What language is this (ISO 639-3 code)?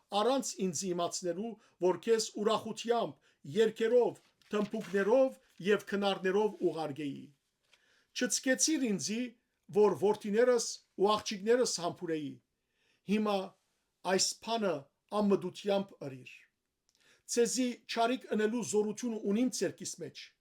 hyw